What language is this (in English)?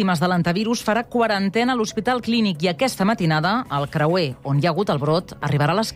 Catalan